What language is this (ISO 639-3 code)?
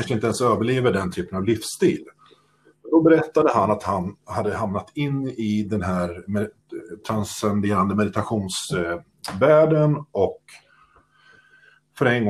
swe